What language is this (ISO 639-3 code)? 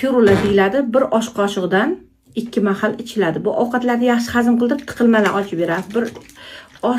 uzb